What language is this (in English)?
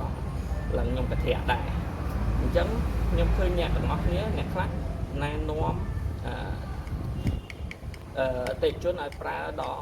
Khmer